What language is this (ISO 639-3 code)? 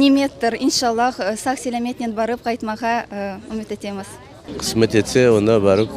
crh